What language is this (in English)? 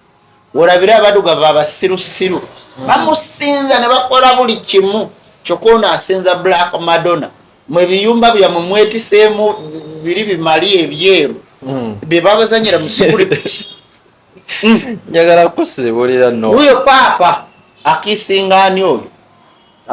Ganda